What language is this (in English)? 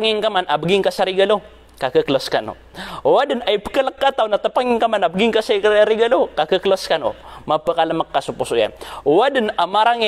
Maranao